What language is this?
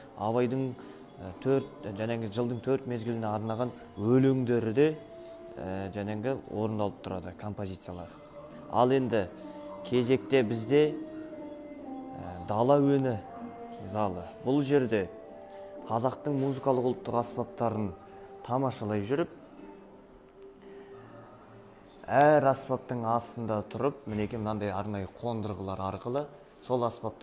Kazakh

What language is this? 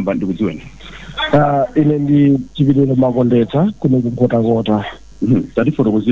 Nyanja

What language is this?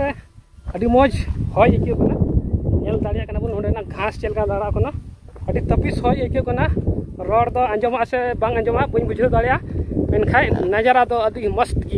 Santali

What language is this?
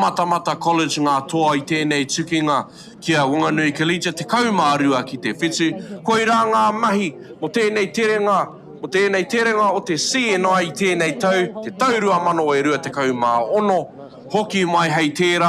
Māori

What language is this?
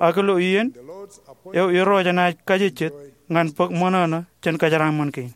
Marshallese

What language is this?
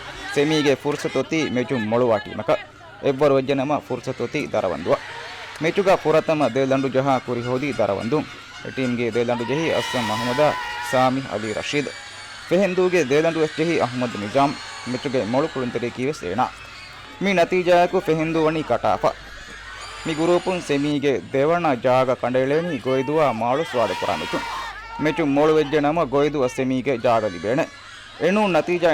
Divehi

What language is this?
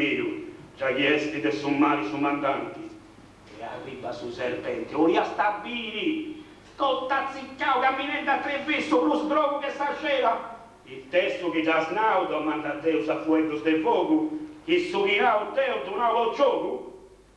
Sardinian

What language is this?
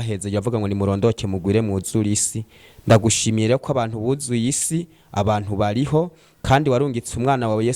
Rundi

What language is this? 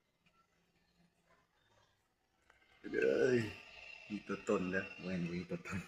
Lao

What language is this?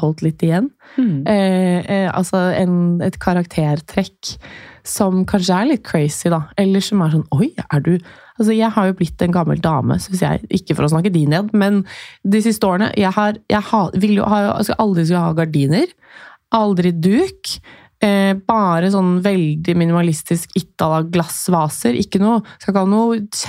Norwegian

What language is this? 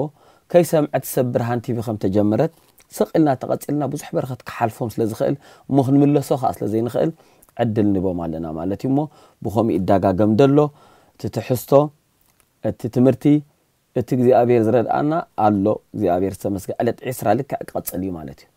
Tigrinya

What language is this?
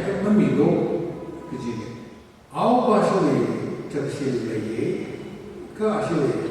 Tangkhul Naga (India)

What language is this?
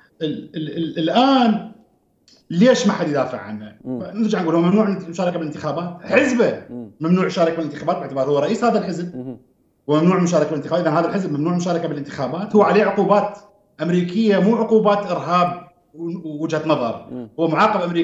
Mesopotamian Arabic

